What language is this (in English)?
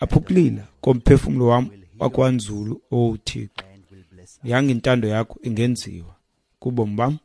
Xhosa